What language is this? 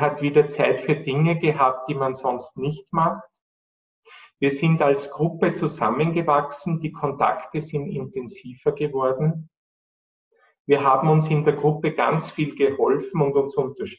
German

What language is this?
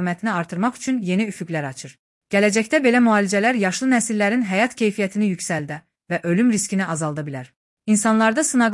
Azerbaijani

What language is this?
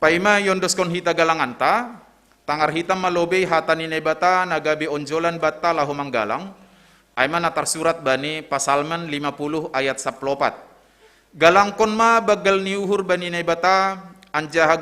Batak Simalungun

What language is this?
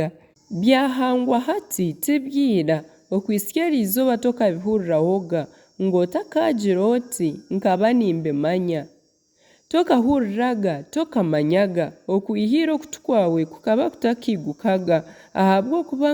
Nyankole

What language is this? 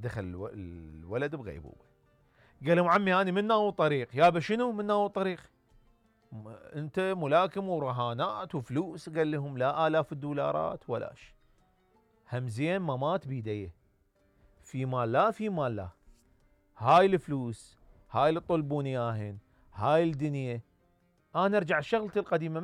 Mesopotamian Arabic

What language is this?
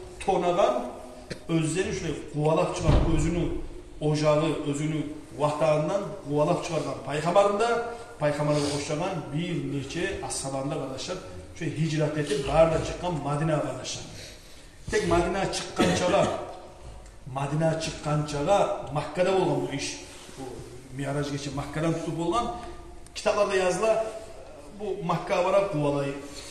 Kumyk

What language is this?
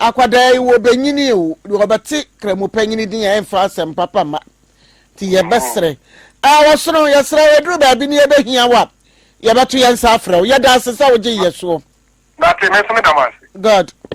Akan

